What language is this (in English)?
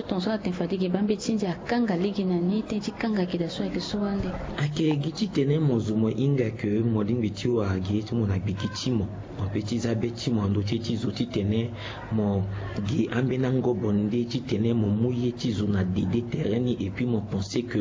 Sango